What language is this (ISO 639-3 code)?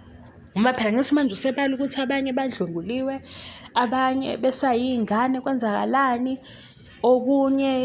zul